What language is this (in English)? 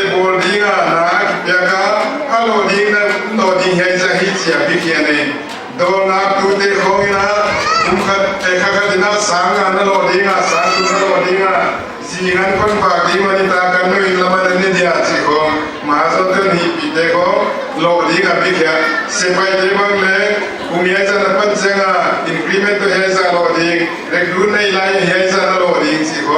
Paite Chin